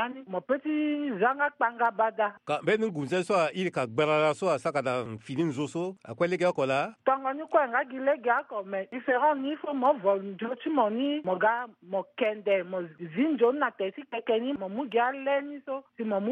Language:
Sango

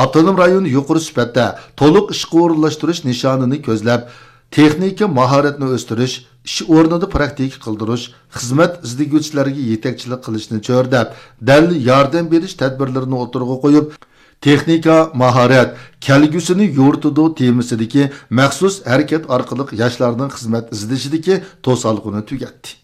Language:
Uyghur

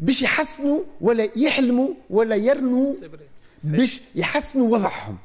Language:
Tunisian Arabic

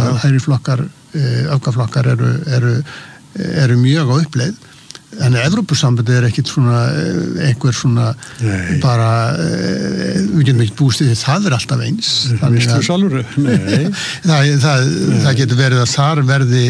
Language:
Icelandic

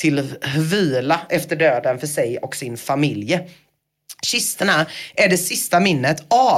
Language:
Swedish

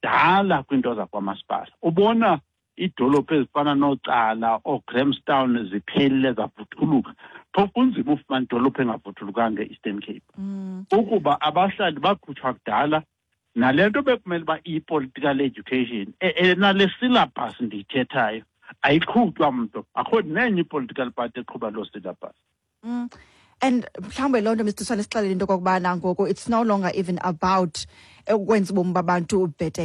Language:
Xhosa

